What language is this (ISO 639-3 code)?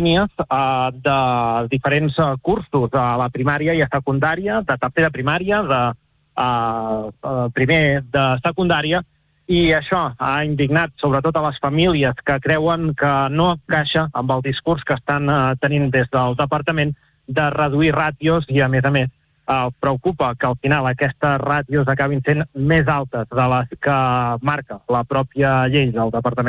cat